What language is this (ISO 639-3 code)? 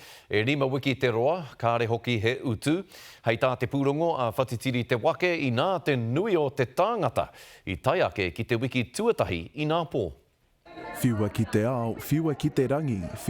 mri